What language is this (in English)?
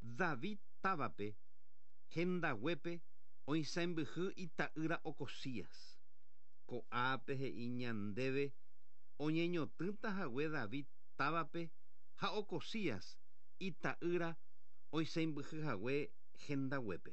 Guarani